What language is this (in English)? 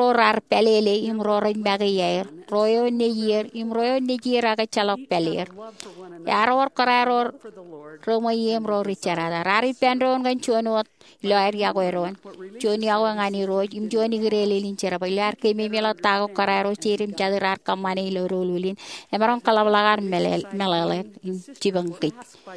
Marshallese